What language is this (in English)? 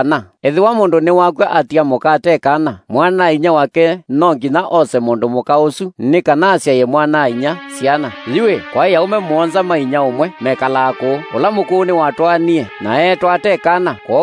Kamba